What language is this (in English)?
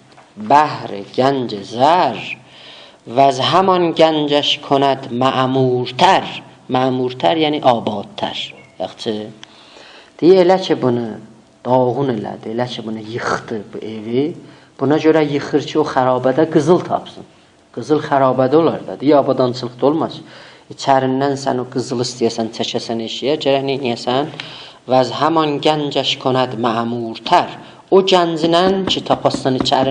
South Azerbaijani